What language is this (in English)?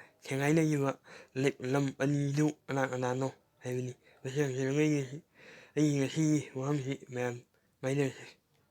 Manipuri